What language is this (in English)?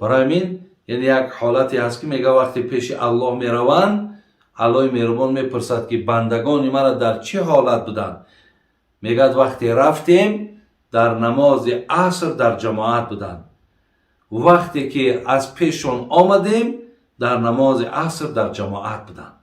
Tajik